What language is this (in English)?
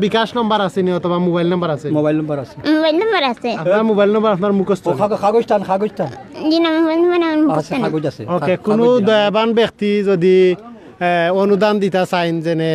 Sylheti